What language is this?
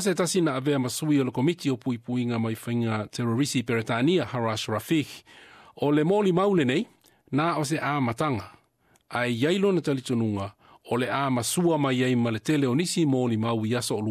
Samoan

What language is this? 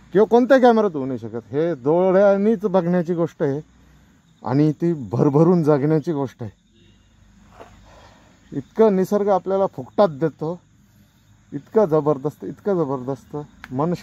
Marathi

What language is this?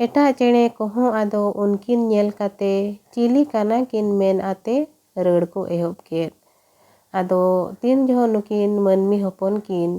Santali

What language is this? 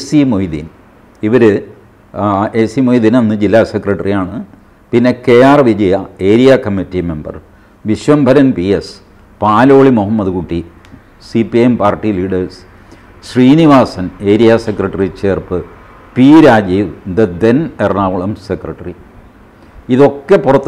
Malayalam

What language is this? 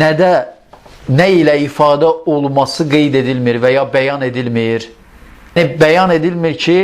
Azerbaijani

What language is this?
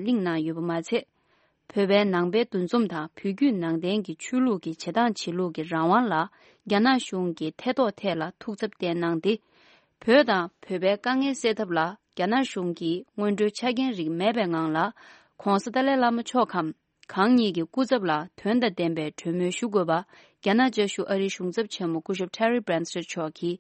Tibetan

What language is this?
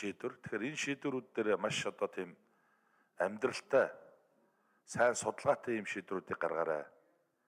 Mongolian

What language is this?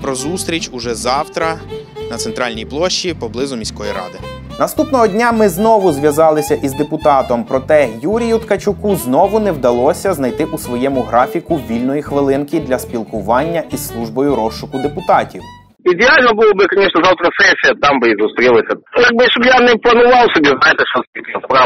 Ukrainian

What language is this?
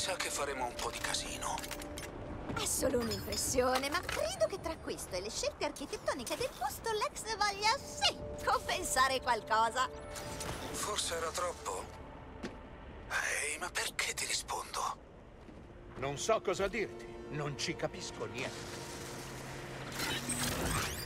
Italian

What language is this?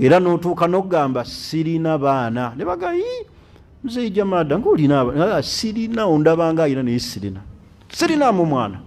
Ganda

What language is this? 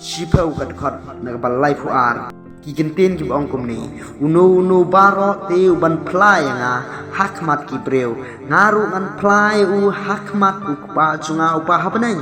Khasi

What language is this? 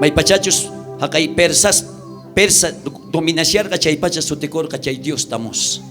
South Bolivian Quechua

